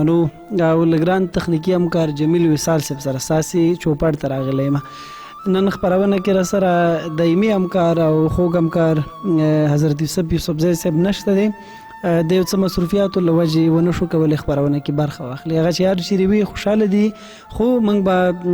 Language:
Pashto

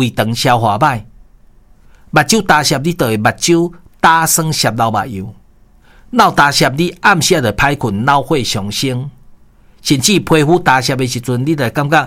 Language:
Min Nan Chinese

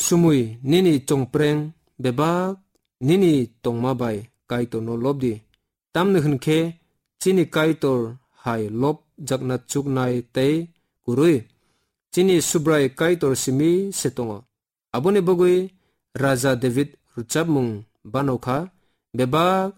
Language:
Kok Borok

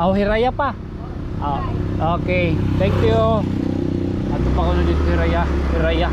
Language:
Waray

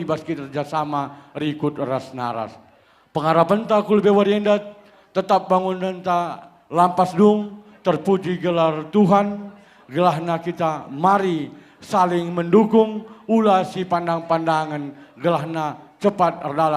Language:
Batak Karo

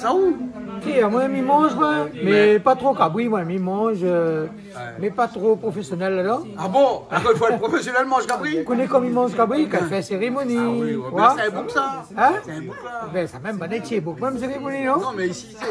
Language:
Réunion Creole French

